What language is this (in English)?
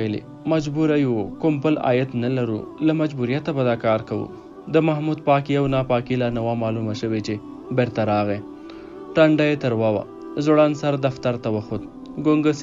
Pashto